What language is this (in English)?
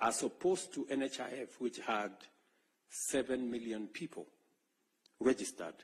Gusii